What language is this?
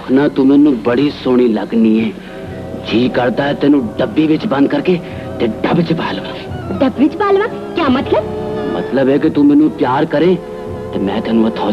Punjabi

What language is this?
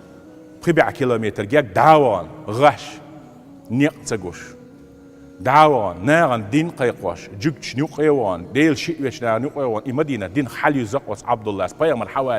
Chechen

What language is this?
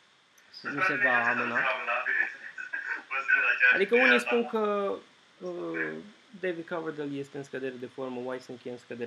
Romanian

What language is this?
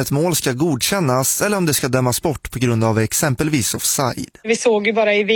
Swedish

